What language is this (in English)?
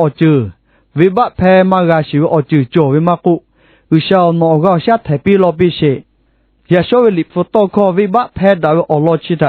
Lahu